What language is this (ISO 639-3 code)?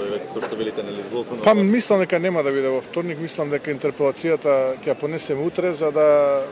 mkd